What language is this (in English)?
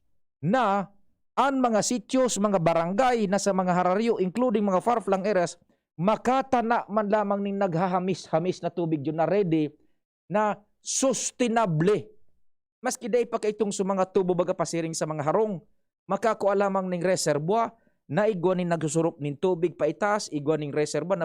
Bikol